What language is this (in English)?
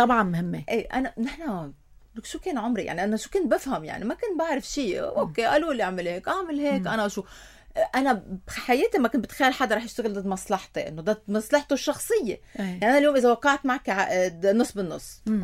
North Levantine Arabic